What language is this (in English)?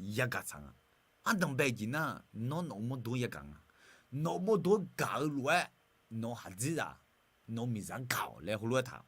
Akha